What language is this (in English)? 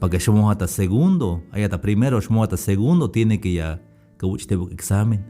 Tzeltal